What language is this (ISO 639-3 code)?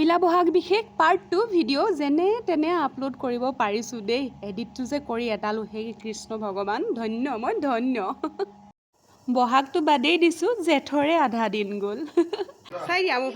asm